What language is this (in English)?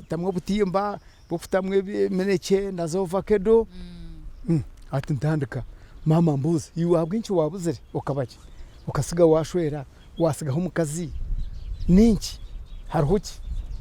Nyankole